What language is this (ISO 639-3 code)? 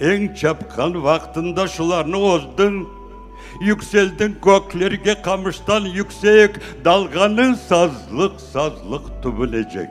crh